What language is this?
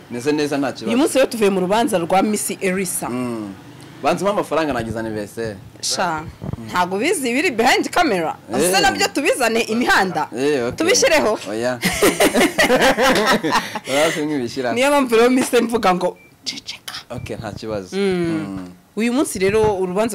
Kinyarwanda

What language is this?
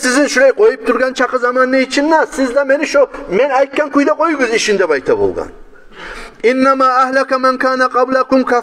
Kumyk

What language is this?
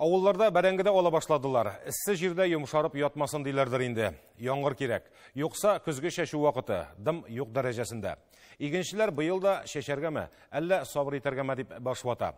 Tatar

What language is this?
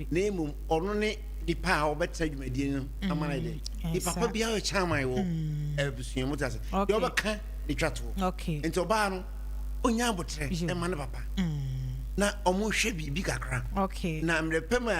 Akan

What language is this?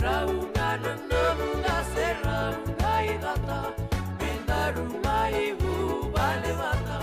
Fijian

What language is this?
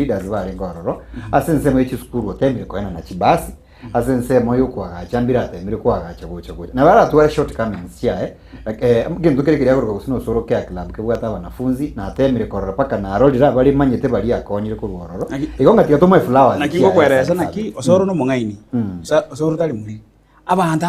Gusii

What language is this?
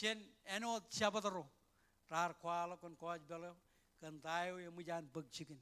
Marshallese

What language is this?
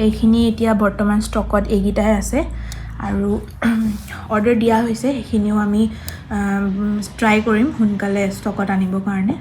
Assamese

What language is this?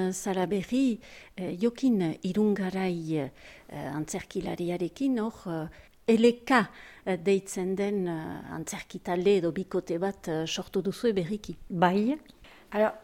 Basque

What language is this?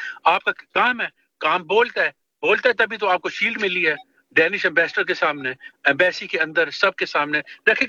Urdu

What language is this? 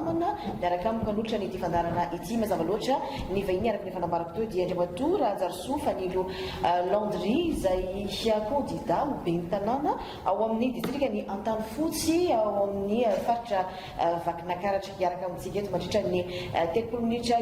Malagasy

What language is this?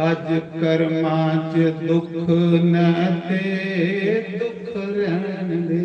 Dogri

